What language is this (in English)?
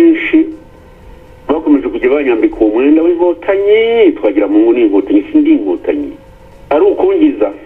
Kinyarwanda